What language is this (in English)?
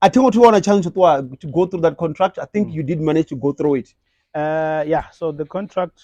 Venda